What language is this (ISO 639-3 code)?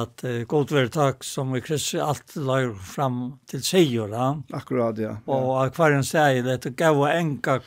fao